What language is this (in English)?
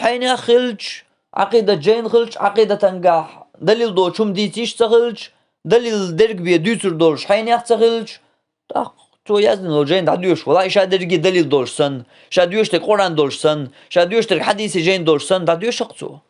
Chechen